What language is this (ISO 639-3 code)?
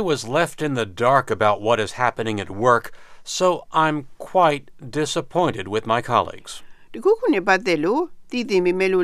mya